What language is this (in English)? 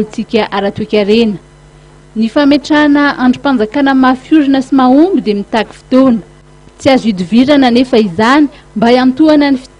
Malagasy